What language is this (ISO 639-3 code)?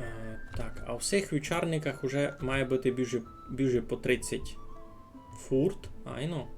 rue